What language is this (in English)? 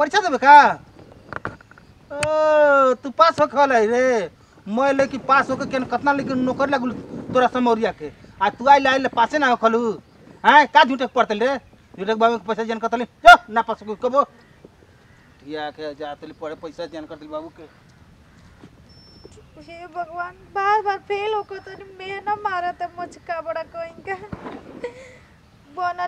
Bhojpuri